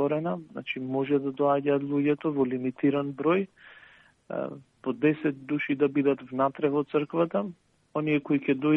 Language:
Macedonian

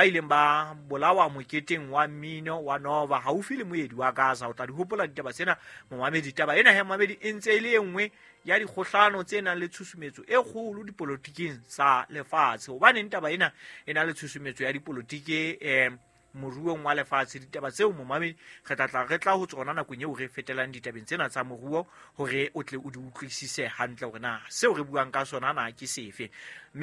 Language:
Southern Sotho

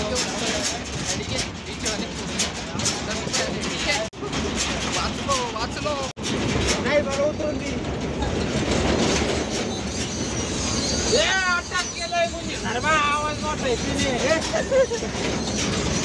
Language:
Marathi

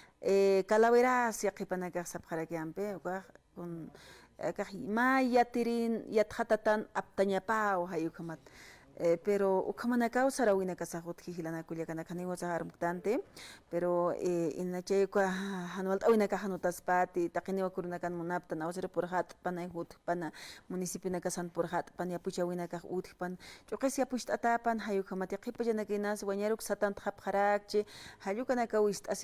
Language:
Aymara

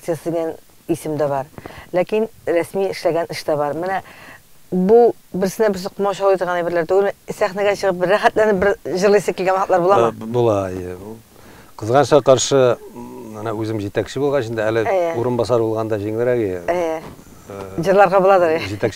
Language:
Tatar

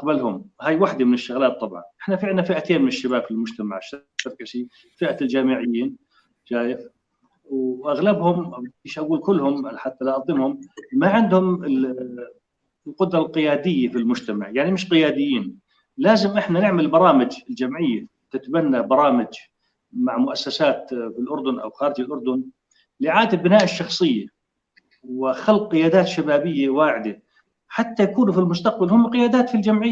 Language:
North Levantine Arabic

